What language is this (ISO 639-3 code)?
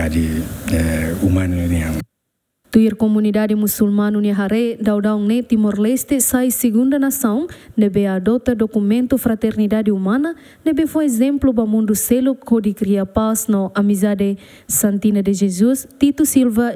tet